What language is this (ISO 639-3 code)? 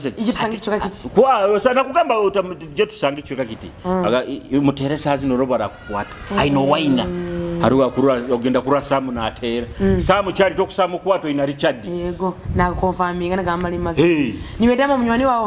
nyo